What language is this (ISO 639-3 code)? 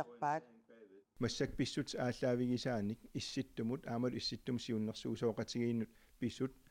kal